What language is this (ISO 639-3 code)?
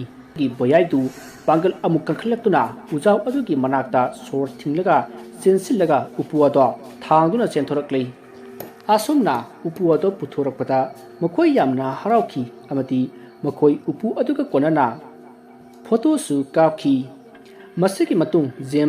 mni